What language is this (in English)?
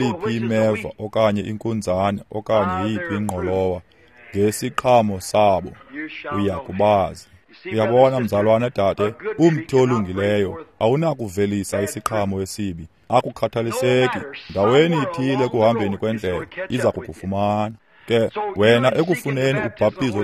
Xhosa